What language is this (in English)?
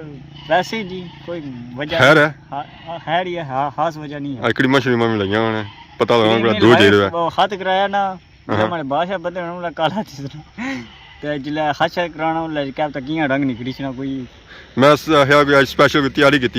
Pahari-Potwari